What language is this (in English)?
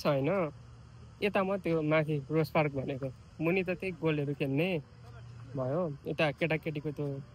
Nepali